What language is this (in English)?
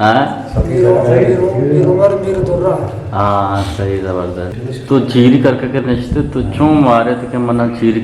Eastern Balochi